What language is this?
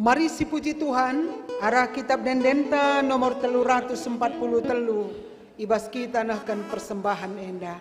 Batak Karo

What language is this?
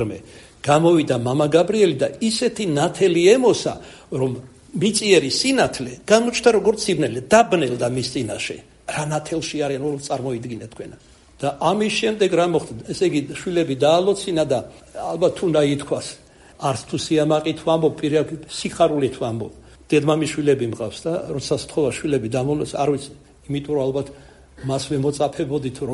Georgian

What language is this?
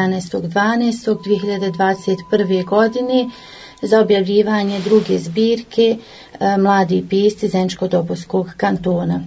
Bosnian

